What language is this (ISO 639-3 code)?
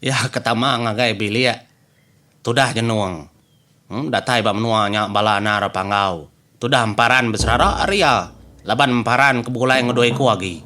iba